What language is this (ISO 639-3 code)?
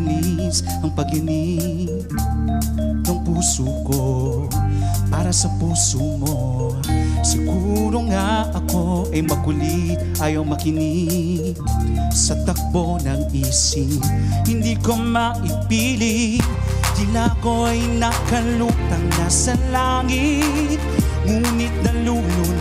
fil